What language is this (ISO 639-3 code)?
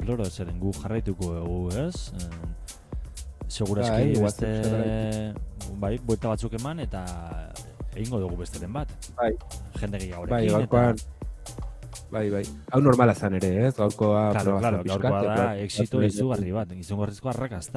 eus